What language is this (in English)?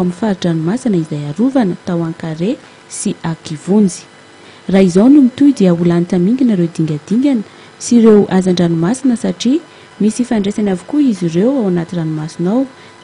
Malagasy